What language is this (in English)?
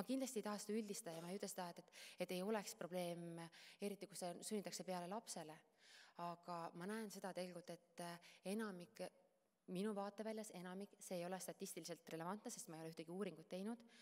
Estonian